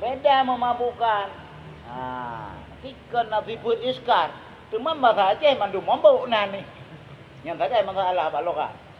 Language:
Achinese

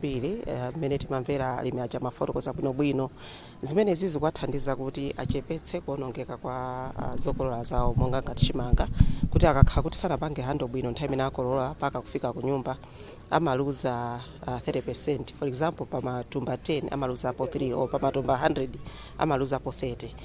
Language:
Nyanja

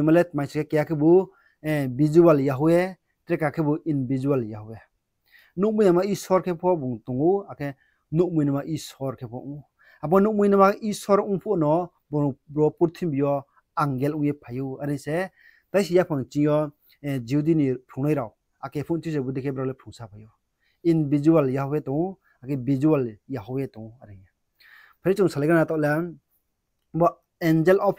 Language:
Riang (India)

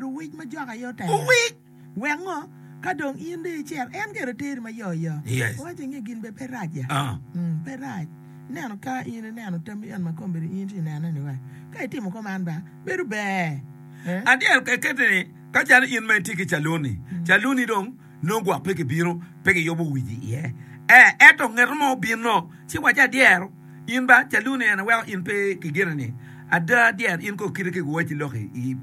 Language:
Acoli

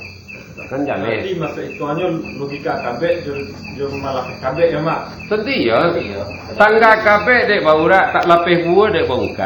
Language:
Minangkabau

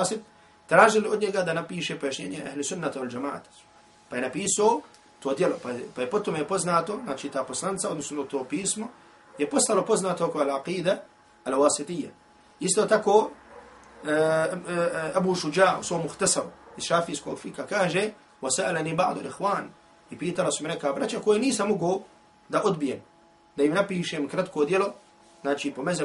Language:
Bosnian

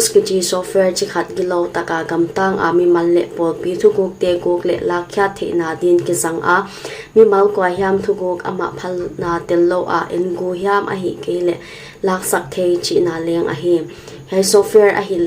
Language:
Paite Chin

